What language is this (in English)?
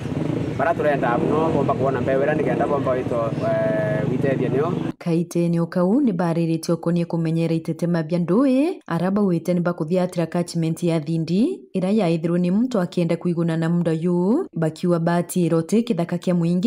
Meru